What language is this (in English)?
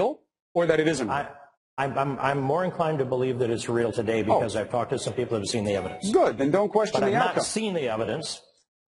English